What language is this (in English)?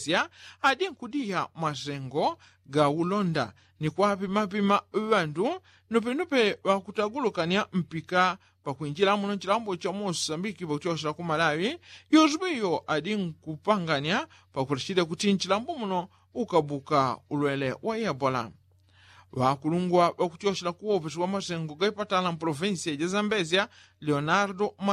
Yao